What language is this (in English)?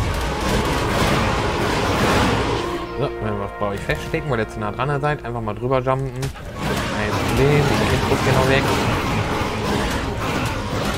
German